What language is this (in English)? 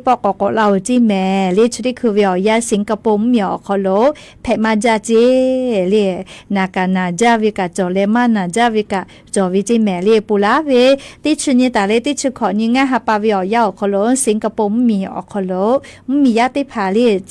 Lahu